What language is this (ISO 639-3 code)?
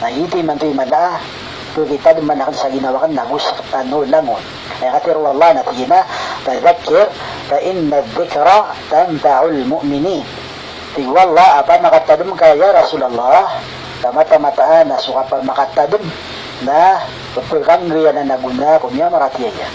mrw